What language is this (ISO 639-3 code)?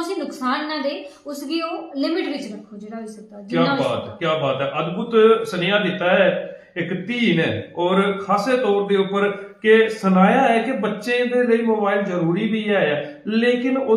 doi